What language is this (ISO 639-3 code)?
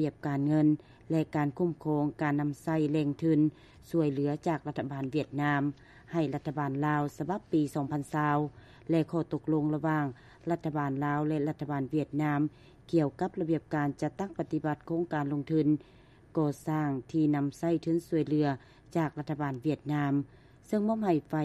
lao